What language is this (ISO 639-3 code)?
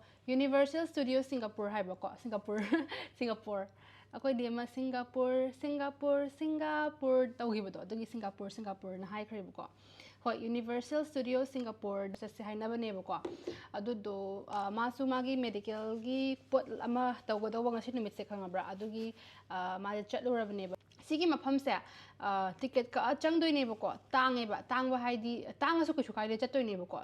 mni